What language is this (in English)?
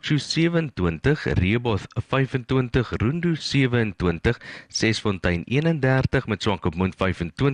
Afrikaans